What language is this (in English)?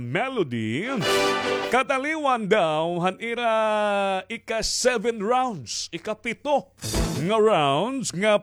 Waray